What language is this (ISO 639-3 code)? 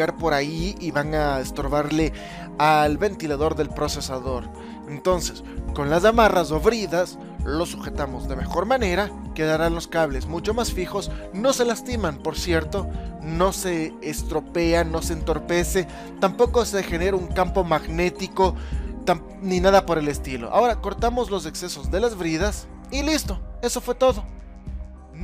spa